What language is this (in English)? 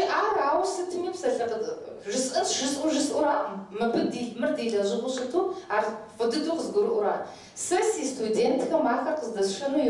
Kabardian